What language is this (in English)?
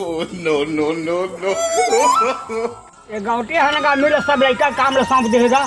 Chhattisgarhi